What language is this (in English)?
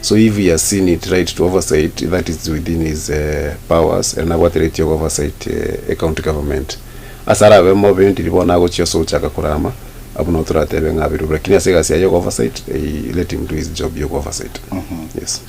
Gusii